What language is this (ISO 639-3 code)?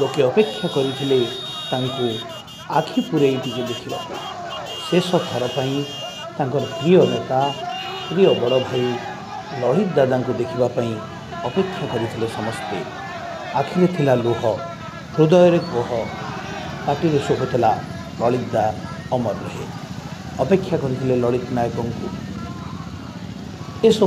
ori